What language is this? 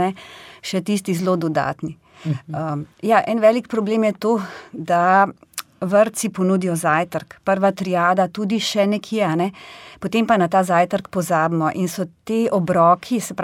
Slovenian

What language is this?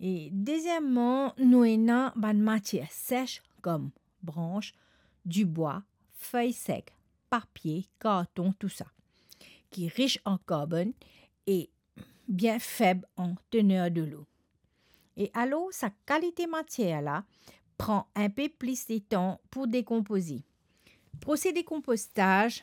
Morisyen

